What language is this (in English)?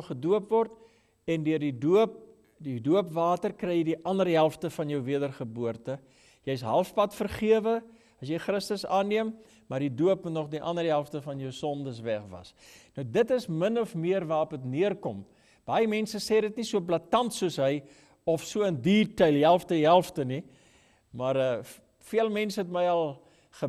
Afrikaans